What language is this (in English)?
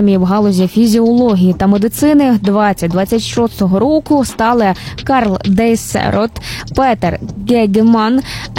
Ukrainian